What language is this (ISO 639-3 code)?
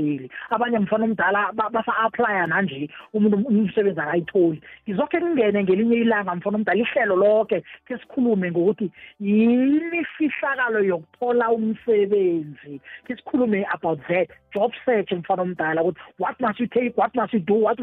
nbl